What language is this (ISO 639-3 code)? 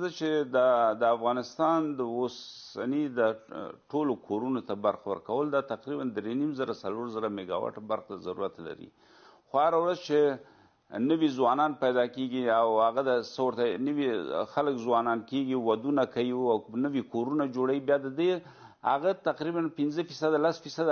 pus